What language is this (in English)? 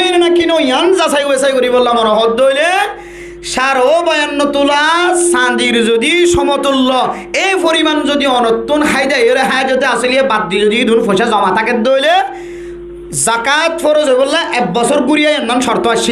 Rohingya